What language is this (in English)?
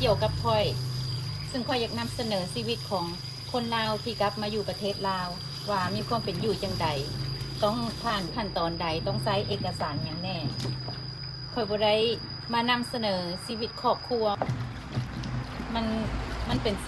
Lao